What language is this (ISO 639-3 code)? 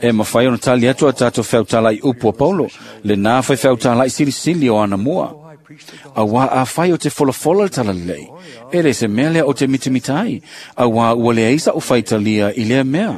smo